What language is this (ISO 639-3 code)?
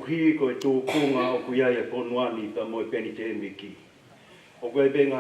ton